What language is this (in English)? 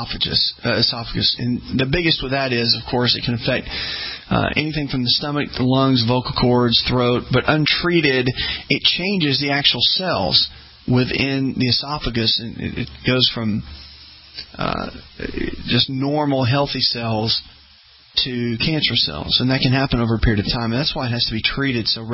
English